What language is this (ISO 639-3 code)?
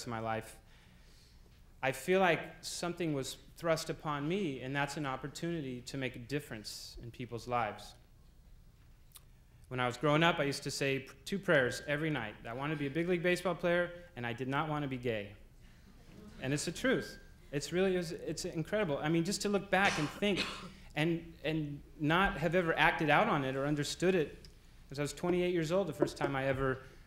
eng